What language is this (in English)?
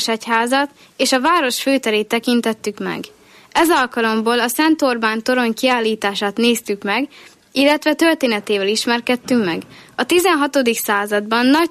Hungarian